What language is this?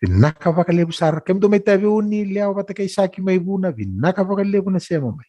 Fijian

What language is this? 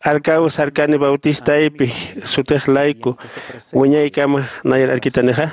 Aymara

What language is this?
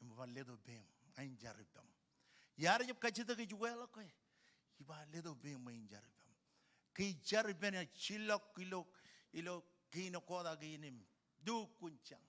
Marshallese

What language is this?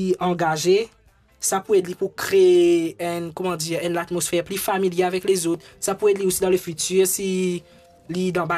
Morisyen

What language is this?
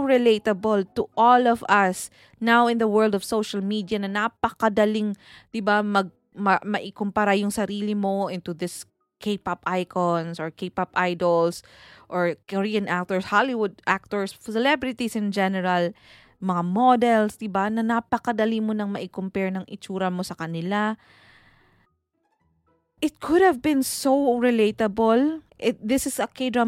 Filipino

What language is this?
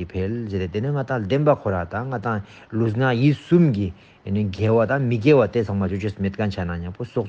Ladakhi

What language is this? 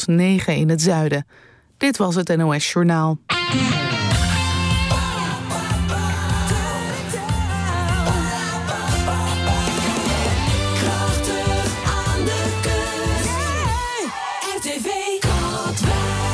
Dutch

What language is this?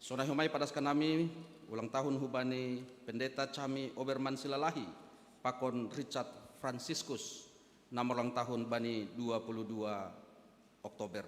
Batak Simalungun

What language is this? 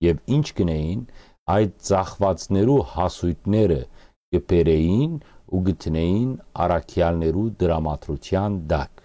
Western Armenian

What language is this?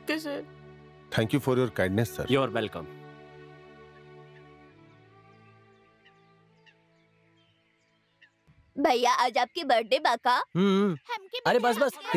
Bhojpuri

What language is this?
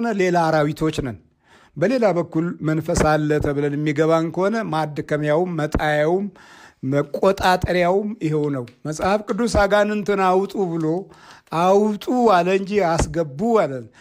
Amharic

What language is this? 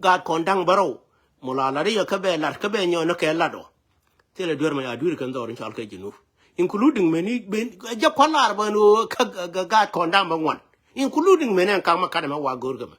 Nuer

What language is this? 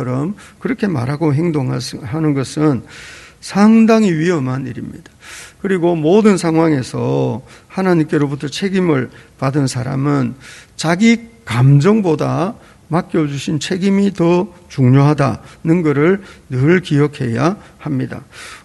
Korean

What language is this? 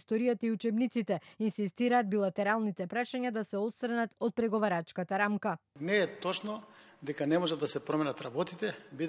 Macedonian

